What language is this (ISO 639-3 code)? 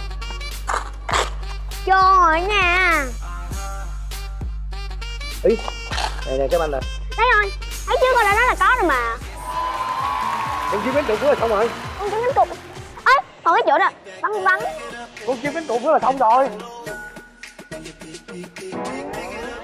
vie